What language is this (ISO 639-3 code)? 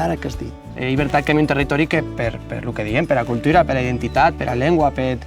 oci